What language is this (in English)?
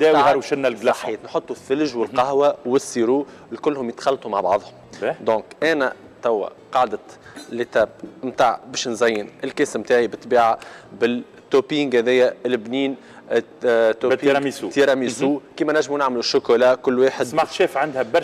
Tunisian Arabic